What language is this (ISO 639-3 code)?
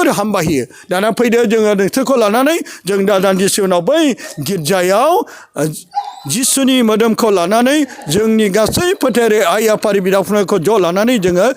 brx